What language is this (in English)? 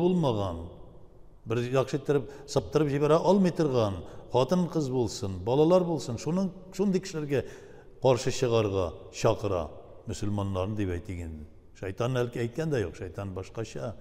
Tatar